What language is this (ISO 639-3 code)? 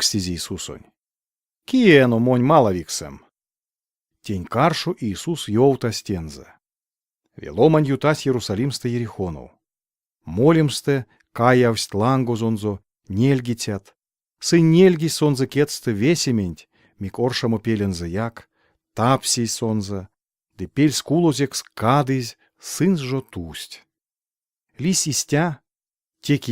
myv